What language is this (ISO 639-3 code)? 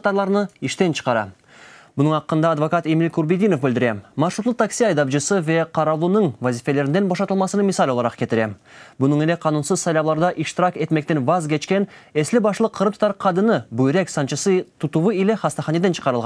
crh